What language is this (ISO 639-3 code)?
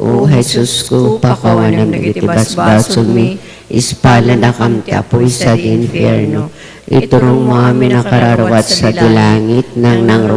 ilo